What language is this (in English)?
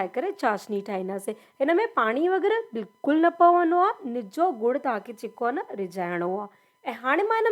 Sindhi